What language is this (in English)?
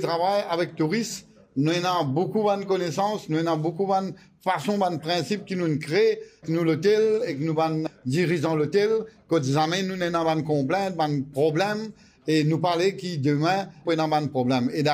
Morisyen